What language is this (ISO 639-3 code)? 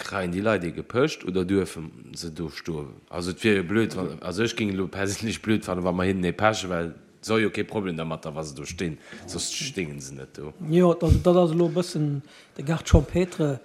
ltz